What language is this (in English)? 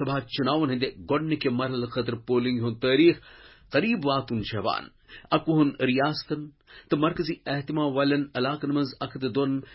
Kashmiri